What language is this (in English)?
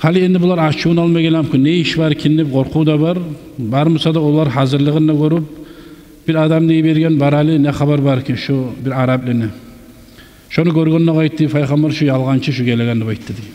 Kumyk